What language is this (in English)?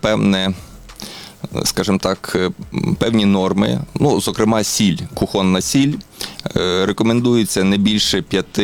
Ukrainian